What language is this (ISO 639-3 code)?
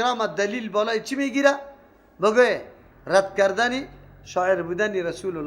fas